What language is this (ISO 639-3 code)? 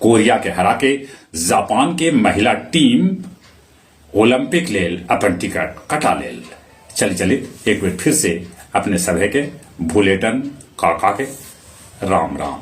mag